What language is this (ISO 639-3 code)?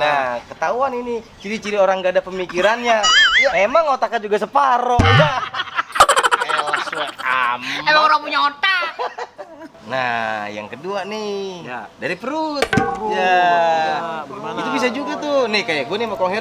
bew